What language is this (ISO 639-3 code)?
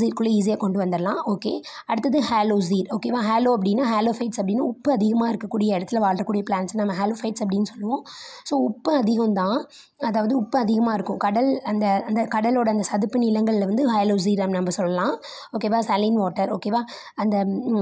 tam